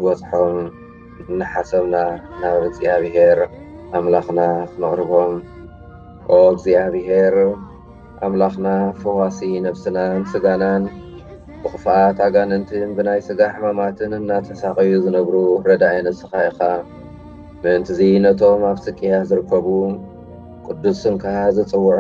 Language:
Tigrinya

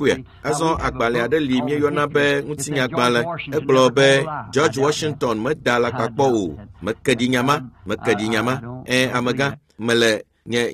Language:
Ewe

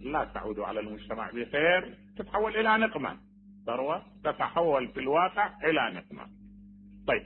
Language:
Mesopotamian Arabic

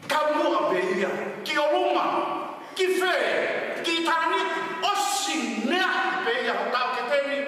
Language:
Tongan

